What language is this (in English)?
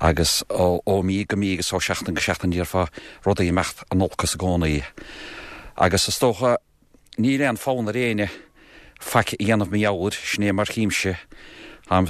Irish